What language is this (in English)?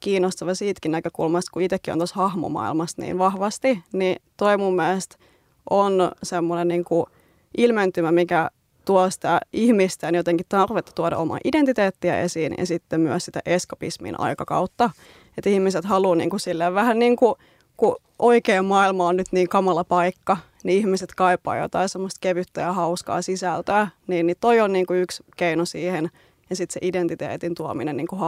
Finnish